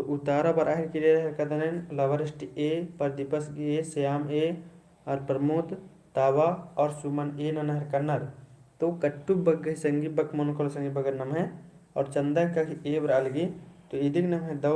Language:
Kurukh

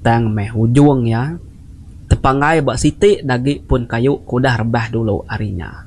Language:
Iban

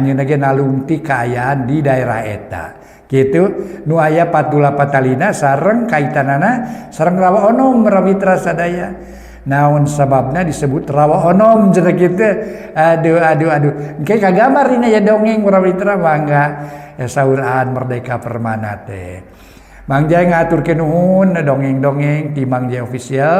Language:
Sundanese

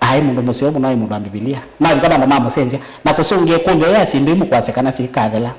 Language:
Kamba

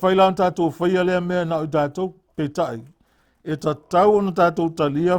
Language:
Samoan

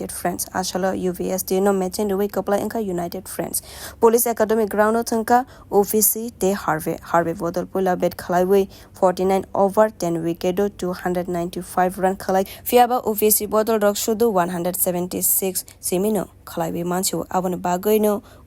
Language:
Kok Borok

